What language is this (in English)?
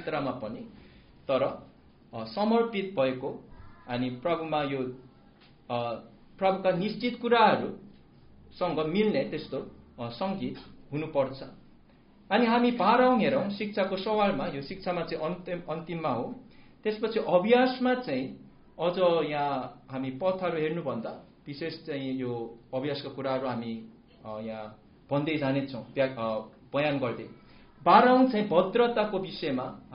Nepali